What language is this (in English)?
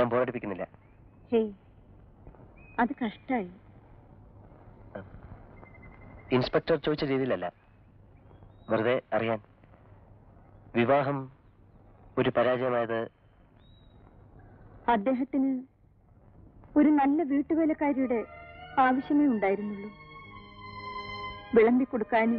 Malayalam